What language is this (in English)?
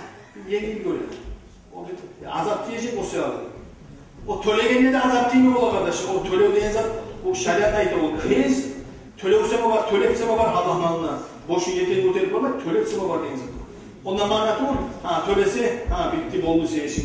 Kumyk